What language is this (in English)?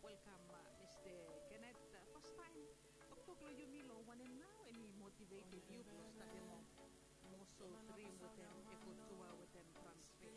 Bislama